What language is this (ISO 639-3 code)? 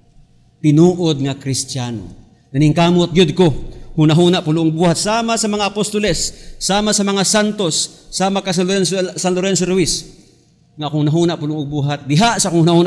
ceb